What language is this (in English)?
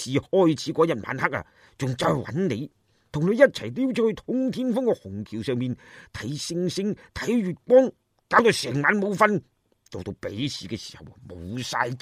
Cantonese